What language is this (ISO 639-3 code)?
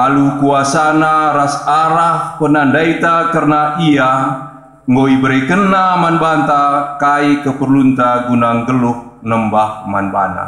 btx